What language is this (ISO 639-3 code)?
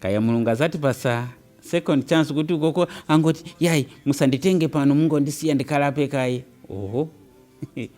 nya